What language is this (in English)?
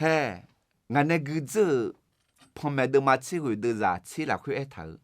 Akha